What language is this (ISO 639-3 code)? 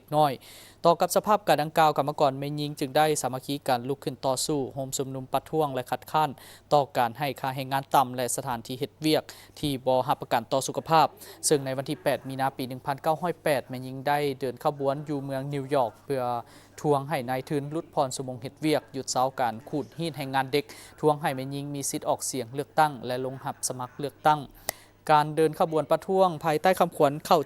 lao